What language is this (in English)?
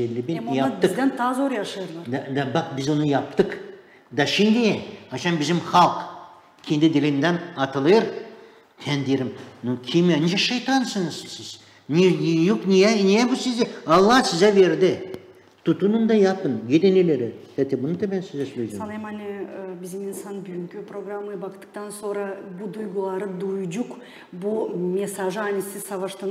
Gagauz